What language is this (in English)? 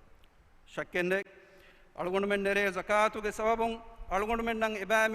Divehi